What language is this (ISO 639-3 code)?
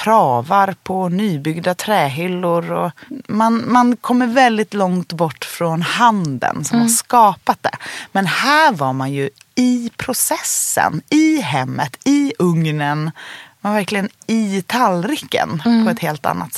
swe